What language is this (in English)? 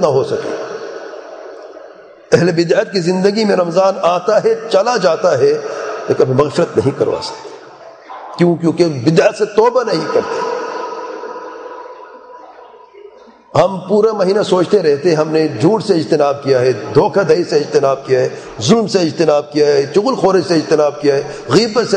Urdu